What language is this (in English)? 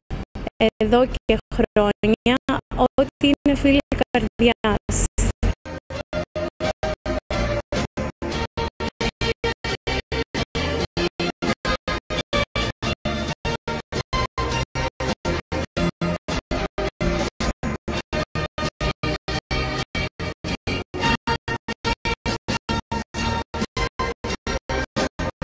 Greek